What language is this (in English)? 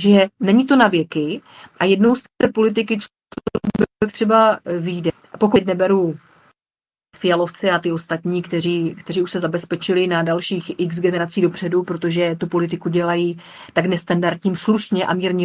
Czech